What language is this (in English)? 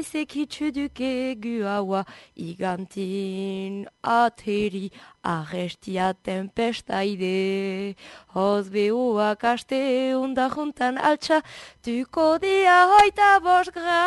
Basque